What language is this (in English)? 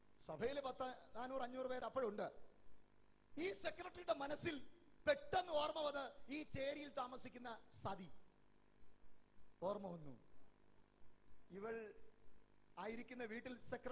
Malayalam